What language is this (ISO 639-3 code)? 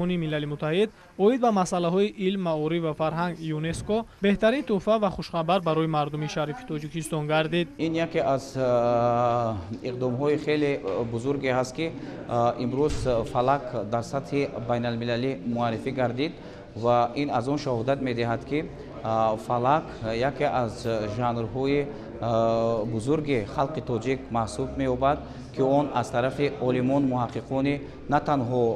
tgk